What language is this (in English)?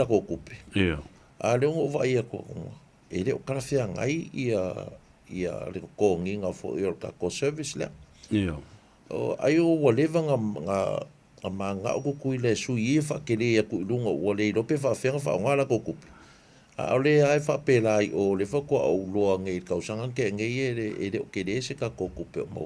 Samoan